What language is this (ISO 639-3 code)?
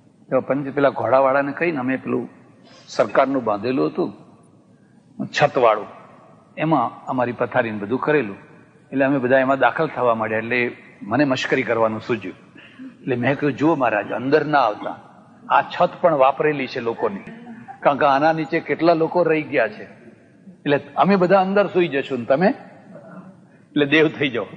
guj